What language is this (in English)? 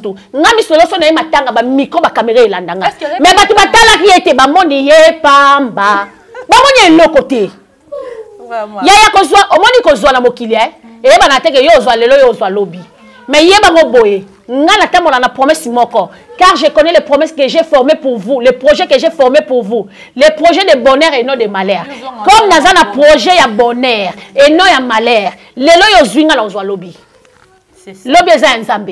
Lingala